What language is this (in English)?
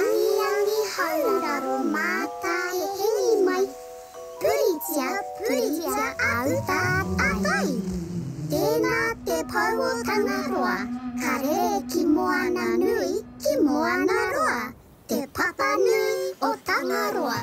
Māori